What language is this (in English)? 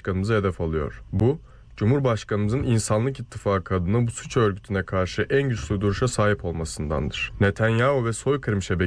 Turkish